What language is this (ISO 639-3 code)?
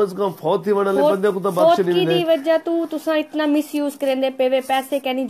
skr